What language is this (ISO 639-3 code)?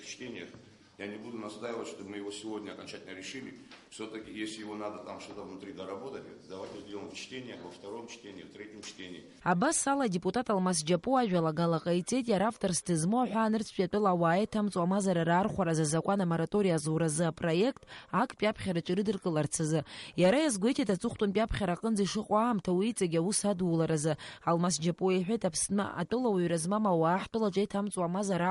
abk